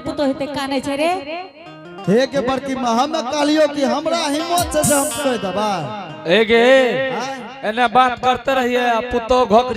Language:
Angika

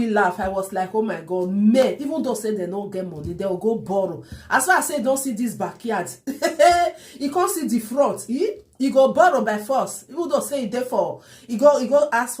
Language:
Nigerian Pidgin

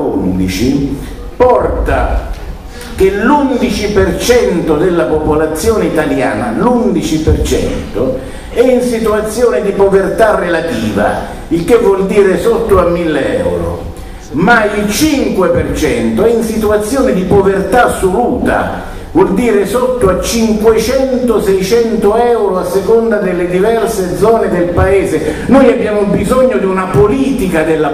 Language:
Italian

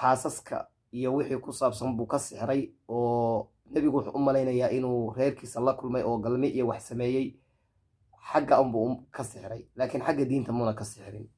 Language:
Somali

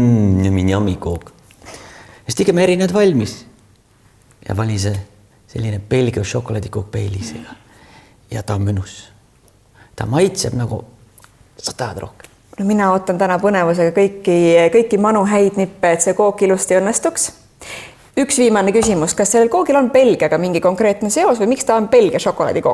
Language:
Estonian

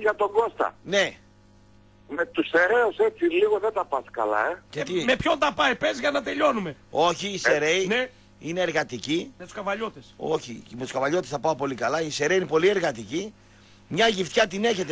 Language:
Greek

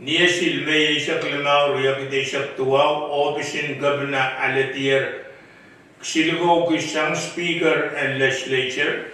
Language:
Pohnpeian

